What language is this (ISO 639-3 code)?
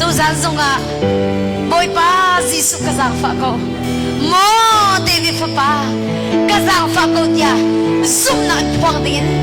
cnh